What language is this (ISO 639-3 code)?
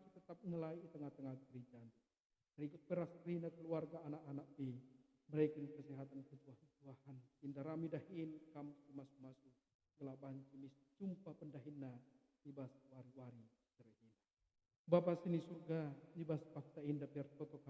btx